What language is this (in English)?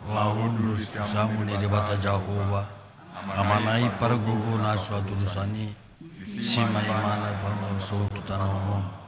Batak Toba